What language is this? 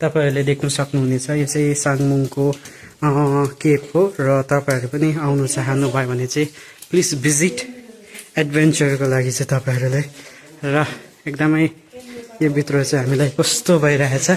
Nepali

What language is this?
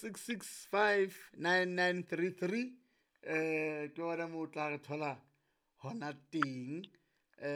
Southern Sotho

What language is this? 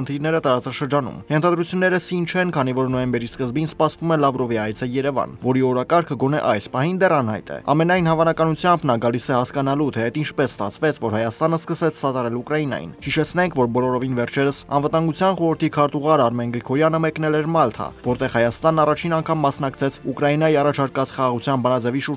Armenian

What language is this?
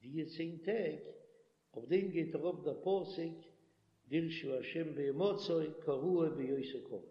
Yiddish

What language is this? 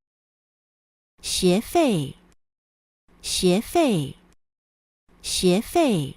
Hakka Chinese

